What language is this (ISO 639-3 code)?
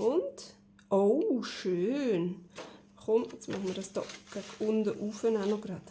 gsw